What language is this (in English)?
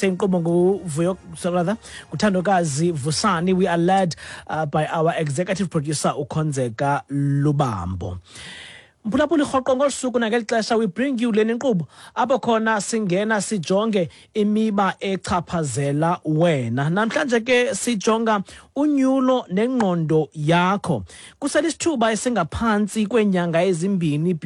Xhosa